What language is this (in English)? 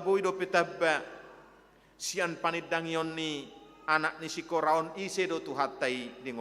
Batak Toba